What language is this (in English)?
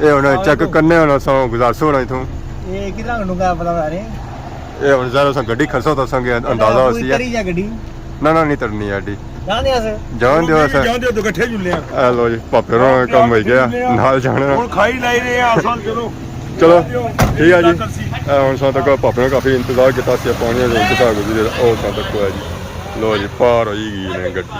Pahari-Potwari